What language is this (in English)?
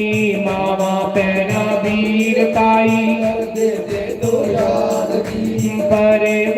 Dogri